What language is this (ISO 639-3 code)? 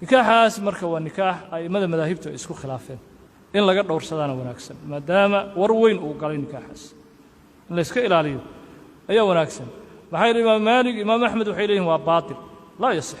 som